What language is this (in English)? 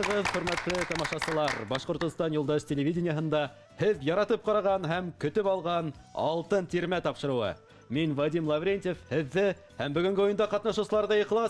Bashkir